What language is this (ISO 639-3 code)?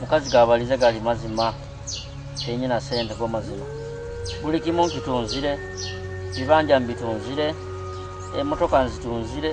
nyo